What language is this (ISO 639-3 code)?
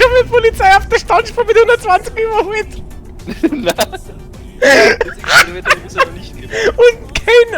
bar